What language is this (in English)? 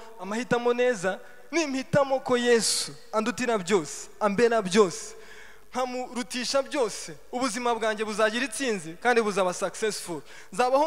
Kinyarwanda